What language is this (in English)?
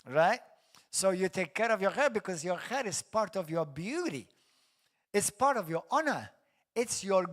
English